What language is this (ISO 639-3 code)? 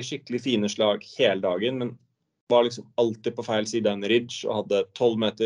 nor